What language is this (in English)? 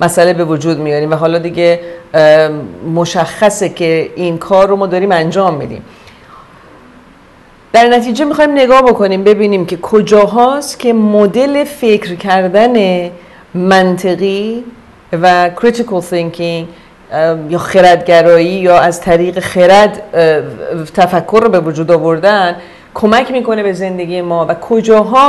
Persian